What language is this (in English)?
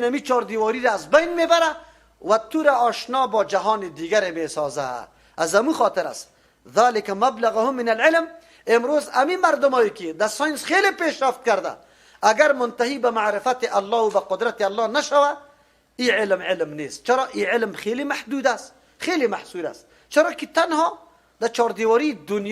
Persian